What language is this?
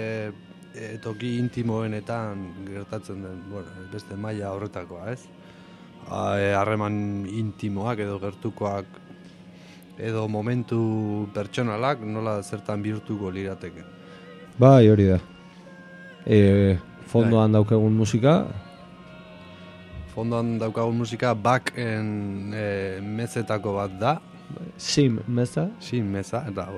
Basque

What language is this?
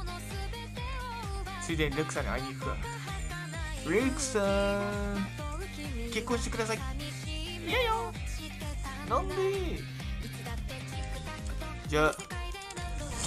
Japanese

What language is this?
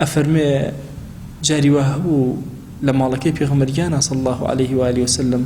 Central Kurdish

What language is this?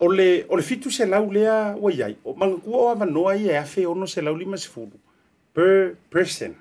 Samoan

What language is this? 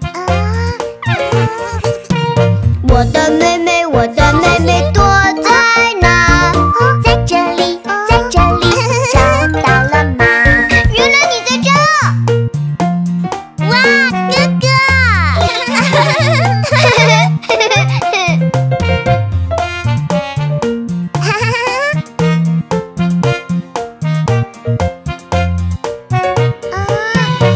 Chinese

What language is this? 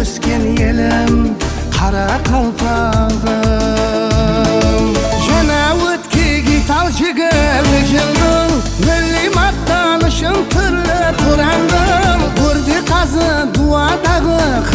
Kara-Kalpak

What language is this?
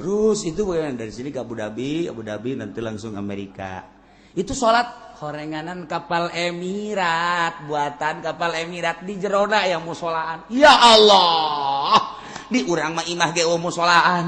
Sundanese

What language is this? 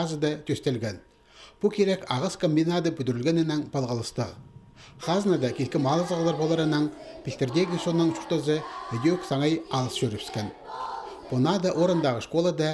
Khakas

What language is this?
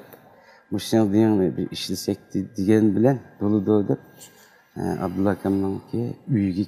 Uyghur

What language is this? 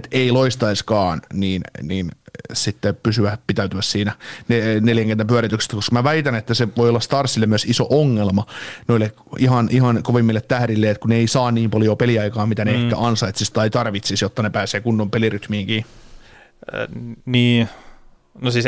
Finnish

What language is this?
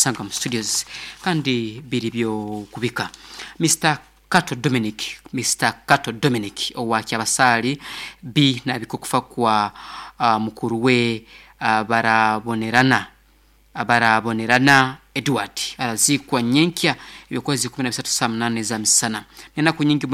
Nyankole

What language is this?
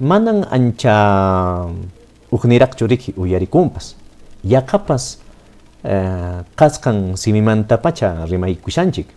Quechua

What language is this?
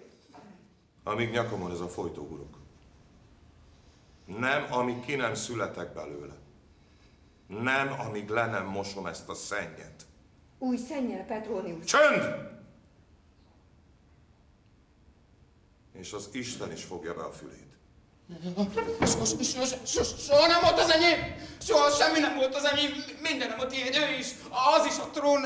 Hungarian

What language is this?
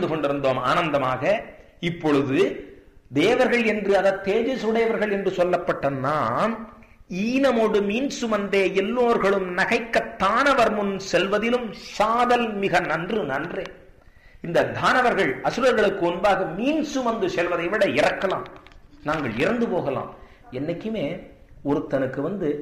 Tamil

